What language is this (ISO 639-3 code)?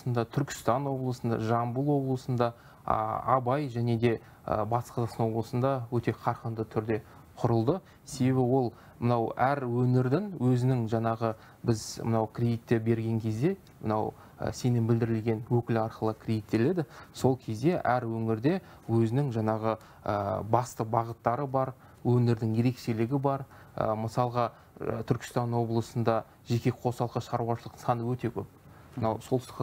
kaz